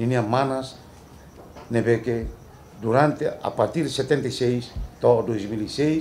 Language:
Tetum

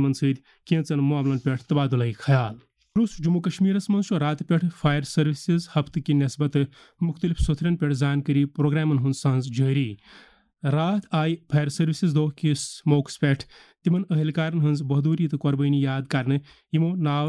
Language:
Kashmiri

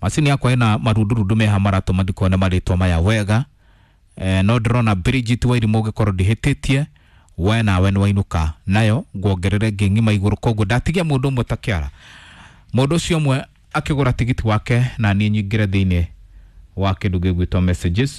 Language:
Kikuyu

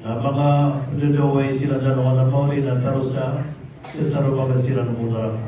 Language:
Maranao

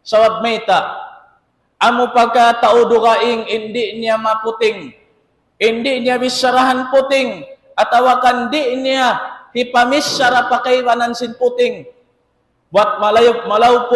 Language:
Tausug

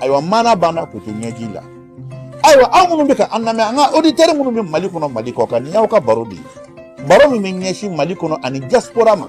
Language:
Bambara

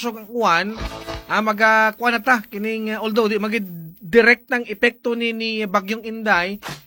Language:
Cebuano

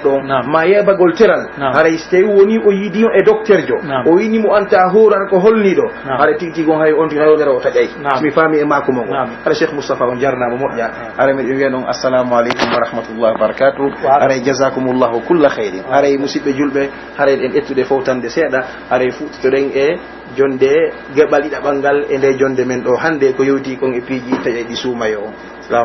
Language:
Pular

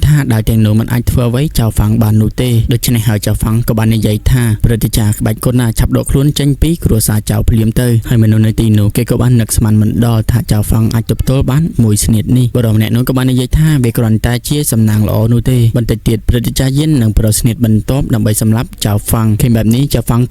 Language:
Khmer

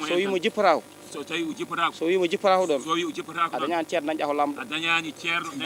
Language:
Fula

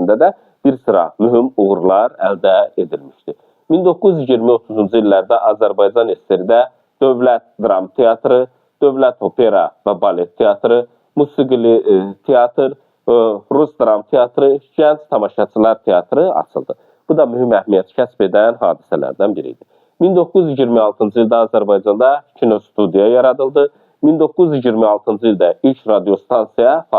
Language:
Azerbaijani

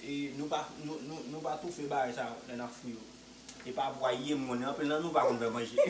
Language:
Haitian Creole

